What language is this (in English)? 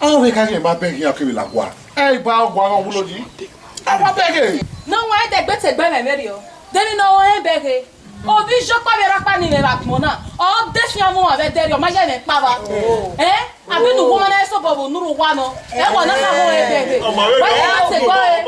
Bini